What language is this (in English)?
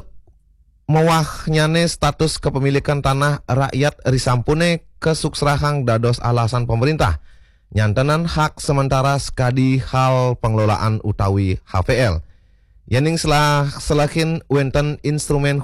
Balinese